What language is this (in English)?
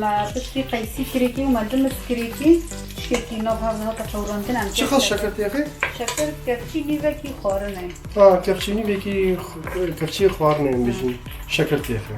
Kurdish